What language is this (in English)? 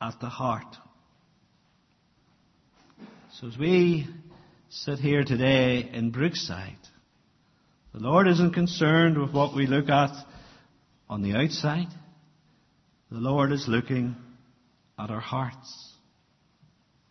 English